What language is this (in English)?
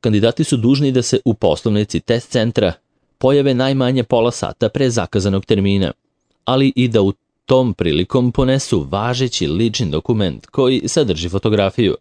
Serbian